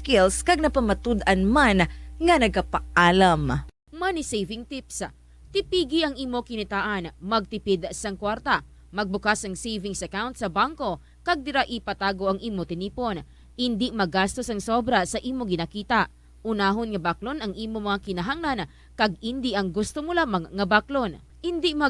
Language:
Hiligaynon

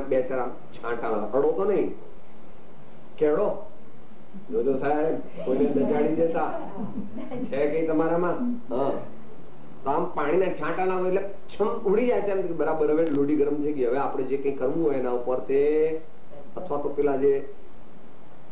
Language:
Gujarati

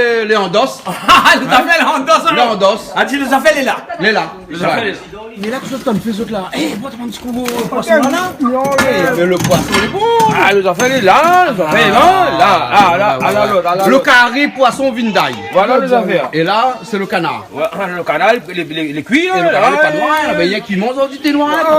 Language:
Réunion Creole French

